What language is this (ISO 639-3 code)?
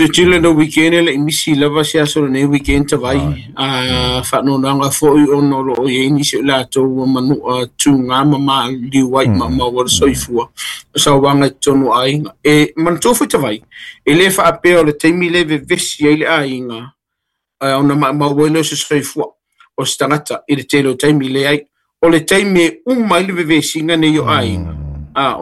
smo